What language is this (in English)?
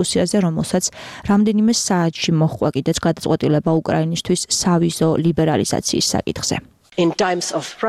Georgian